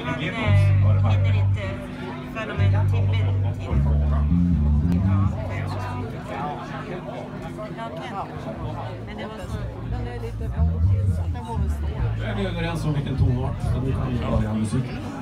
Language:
Swedish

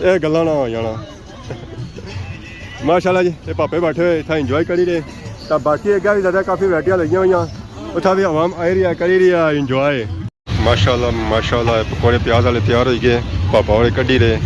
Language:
Pahari-Potwari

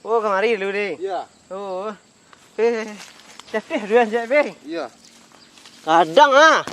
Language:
Minangkabau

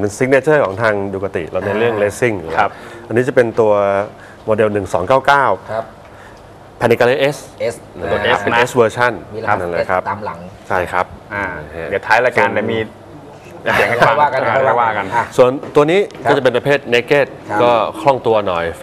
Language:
Thai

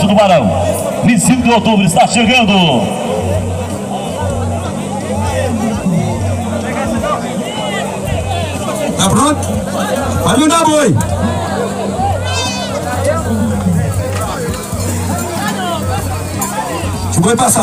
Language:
Portuguese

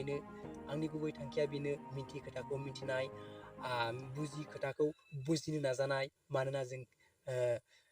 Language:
Bodo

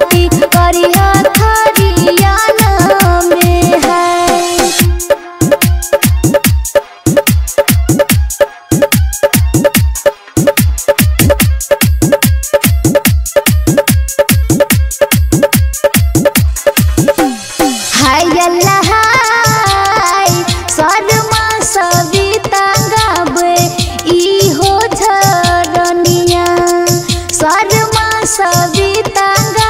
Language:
Bhojpuri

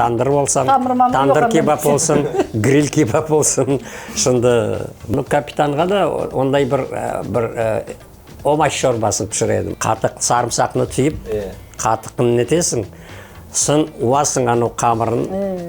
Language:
Crimean Tatar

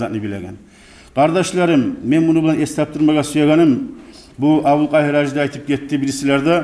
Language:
Kumyk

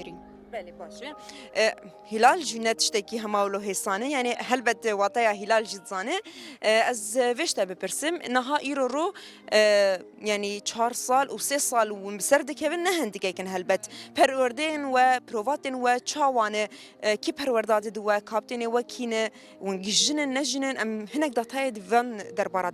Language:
Kurdish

